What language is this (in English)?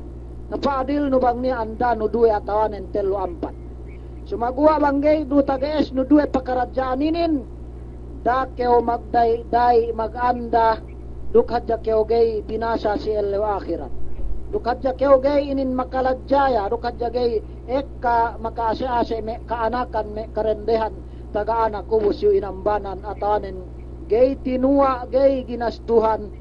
Yakan